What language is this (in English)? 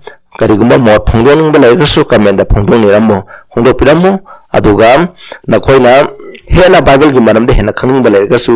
Manipuri